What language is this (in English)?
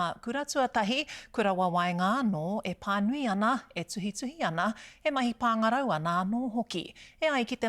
Māori